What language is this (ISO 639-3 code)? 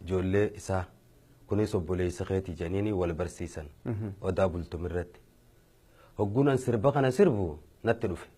orm